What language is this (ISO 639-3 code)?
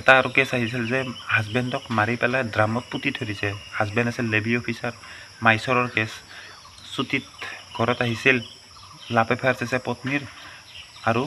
asm